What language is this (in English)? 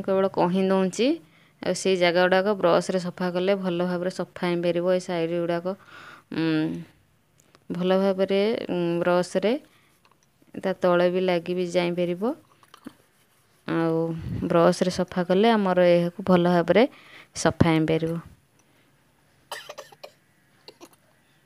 Odia